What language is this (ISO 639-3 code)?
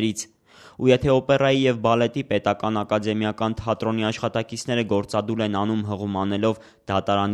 hye